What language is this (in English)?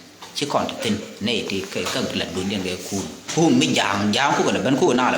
Nuer